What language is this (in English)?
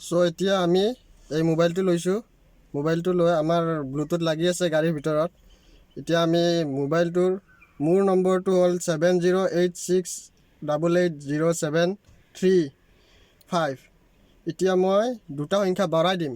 Assamese